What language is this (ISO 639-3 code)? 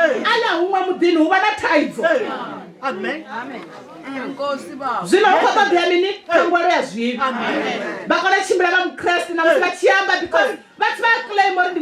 ven